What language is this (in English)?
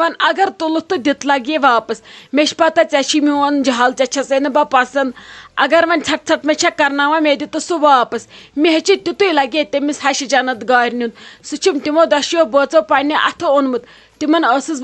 Kashmiri